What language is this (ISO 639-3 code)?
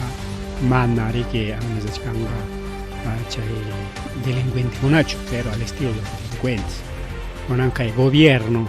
quy